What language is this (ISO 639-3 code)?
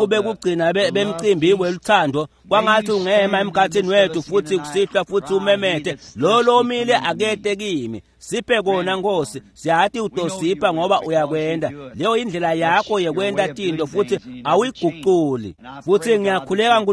ssw